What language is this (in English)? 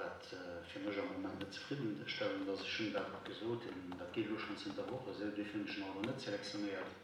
Luxembourgish